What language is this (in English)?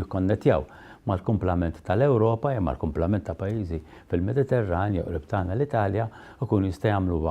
Maltese